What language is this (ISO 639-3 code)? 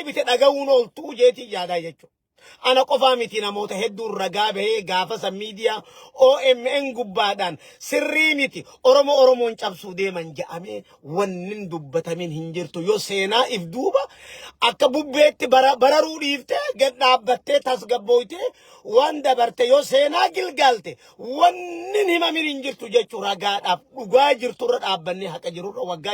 orm